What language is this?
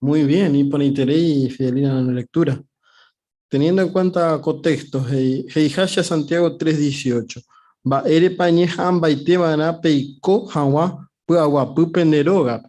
Guarani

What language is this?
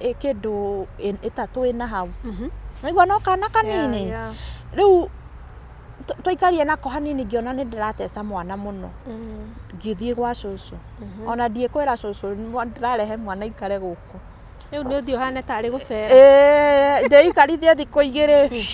Kikuyu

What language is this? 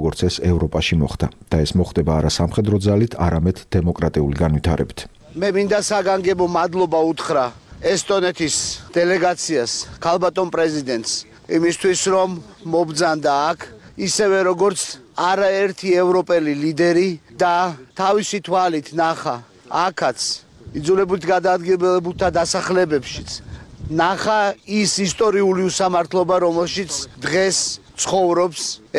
Georgian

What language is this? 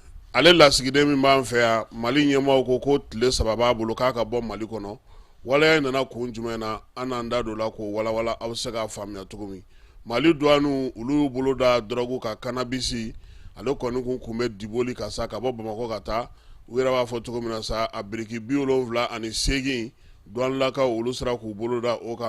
Bambara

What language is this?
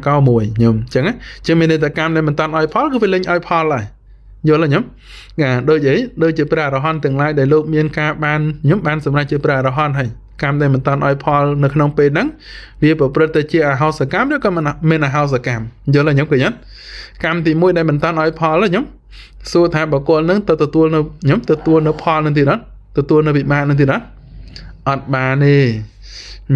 Khmer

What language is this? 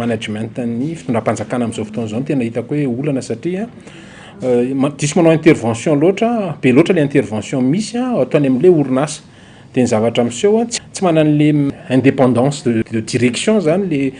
Malagasy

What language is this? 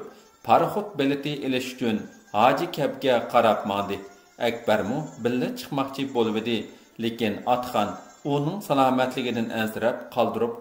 Uyghur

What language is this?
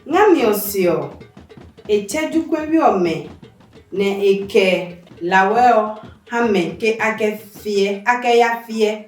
Adangme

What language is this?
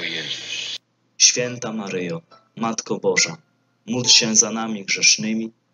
Polish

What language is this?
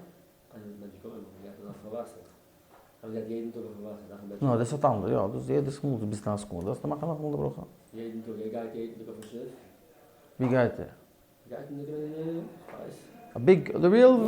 Yiddish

